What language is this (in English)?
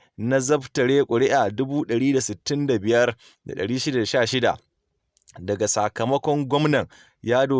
Hausa